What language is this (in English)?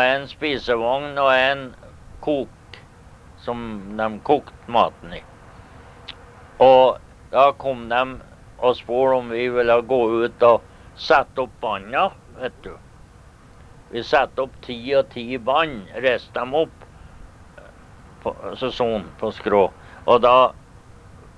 Norwegian